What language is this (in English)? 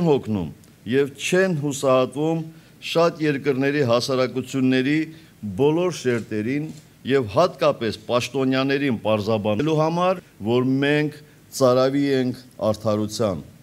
Armenian